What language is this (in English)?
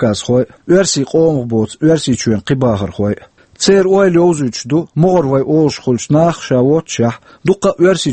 Chechen